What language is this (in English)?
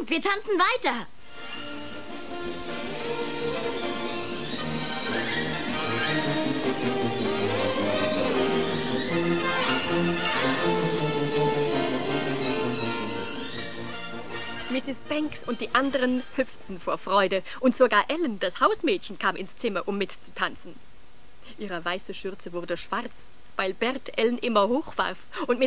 German